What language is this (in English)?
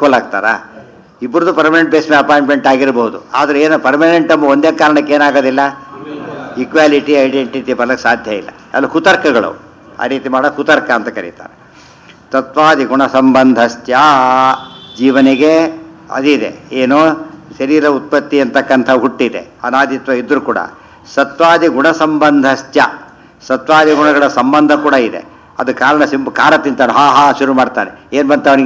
Kannada